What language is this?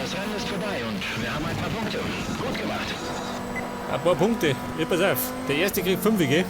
Bavarian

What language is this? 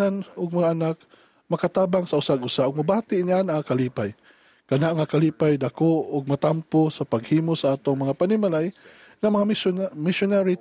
Cebuano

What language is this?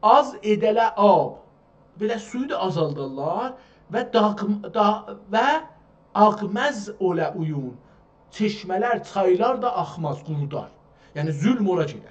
South Azerbaijani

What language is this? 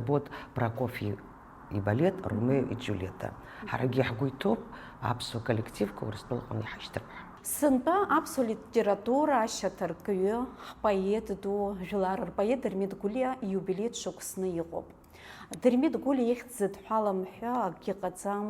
Abkhazian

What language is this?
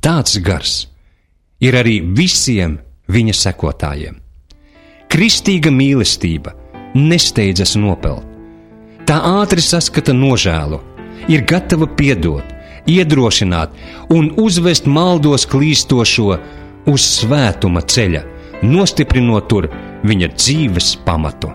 Latvian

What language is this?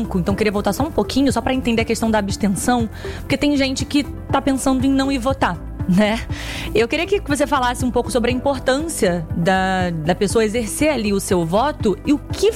Portuguese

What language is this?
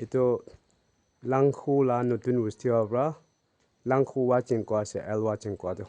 Naga Pidgin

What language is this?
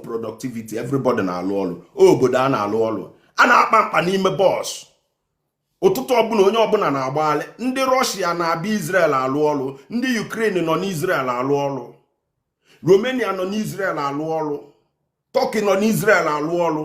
Igbo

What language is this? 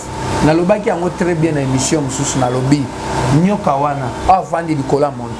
Lingala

